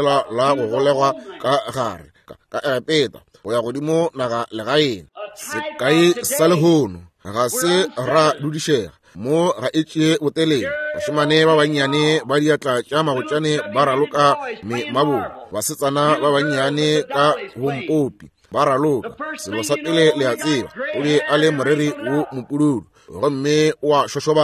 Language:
Northern Sotho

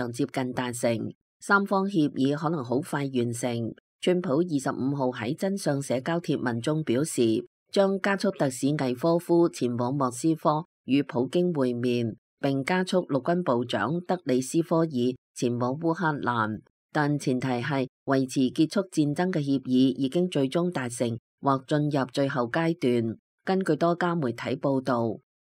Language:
Cantonese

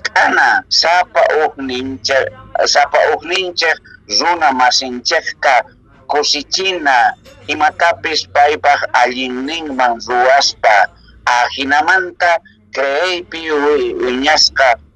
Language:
Quechua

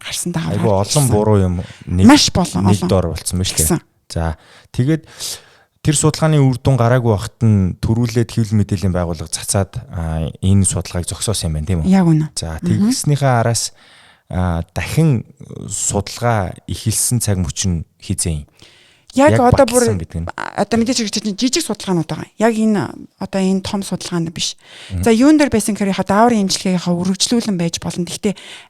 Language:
Mongolian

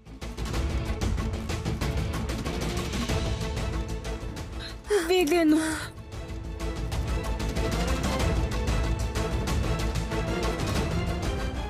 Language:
Punjabi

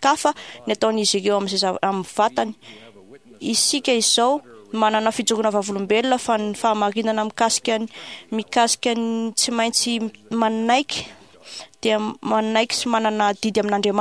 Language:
Malagasy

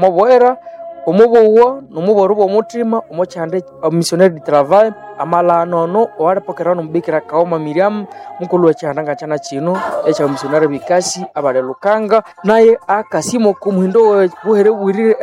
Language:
Nande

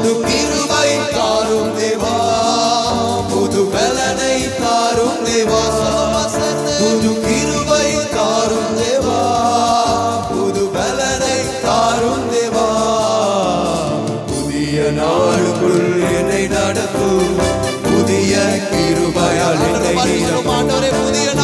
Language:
Tamil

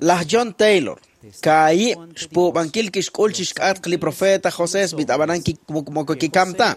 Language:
Kekchí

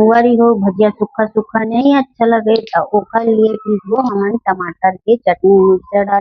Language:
Chhattisgarhi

